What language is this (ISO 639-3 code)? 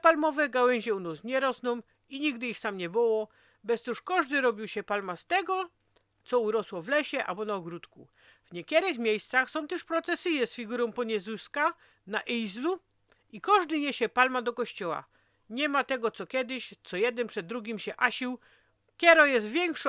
szl